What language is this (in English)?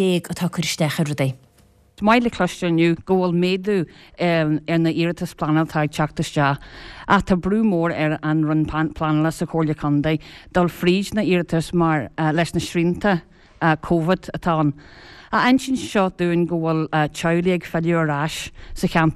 Irish